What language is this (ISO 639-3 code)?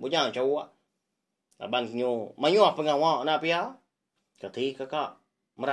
iba